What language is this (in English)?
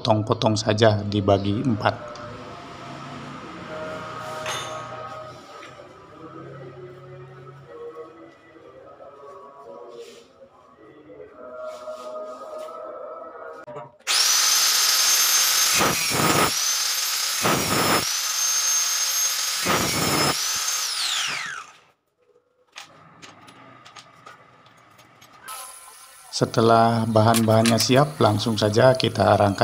Indonesian